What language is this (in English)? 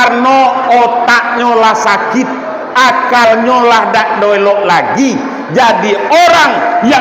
Minangkabau